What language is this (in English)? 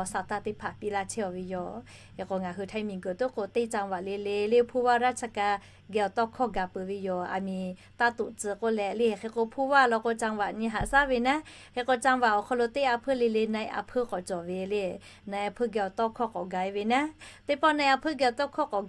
Lahu